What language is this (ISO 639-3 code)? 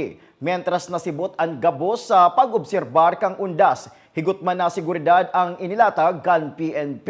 bik